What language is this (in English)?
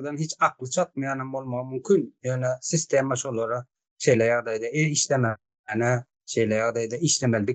Turkmen